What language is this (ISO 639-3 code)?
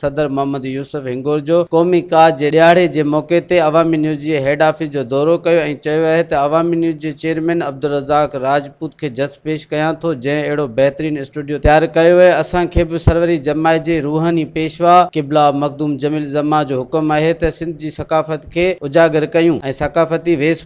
snd